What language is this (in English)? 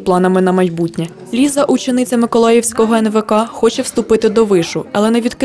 Ukrainian